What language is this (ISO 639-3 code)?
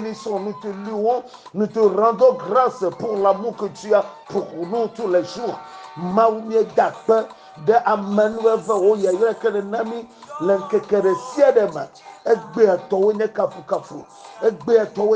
ewe